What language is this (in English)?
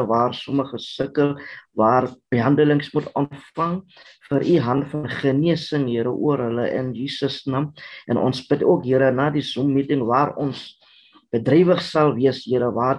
Afrikaans